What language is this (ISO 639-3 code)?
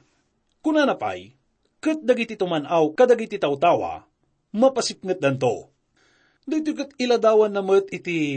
ilo